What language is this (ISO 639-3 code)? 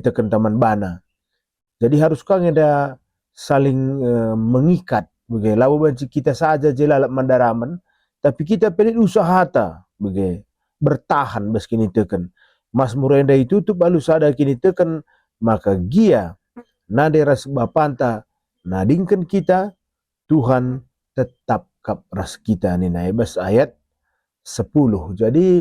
btx